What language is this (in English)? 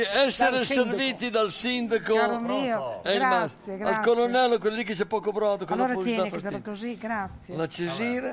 Italian